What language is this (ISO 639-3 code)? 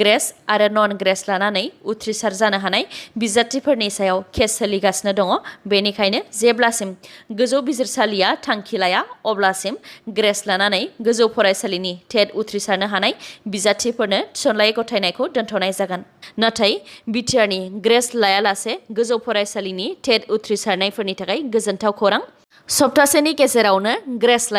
brx